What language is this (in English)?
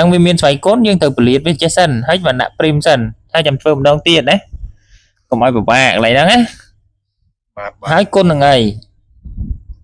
Khmer